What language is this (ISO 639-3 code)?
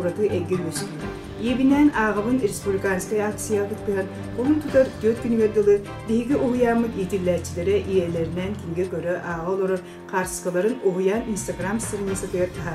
sah